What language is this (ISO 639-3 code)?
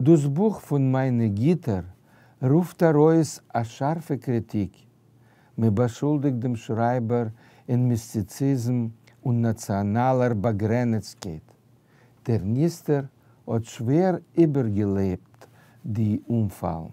yid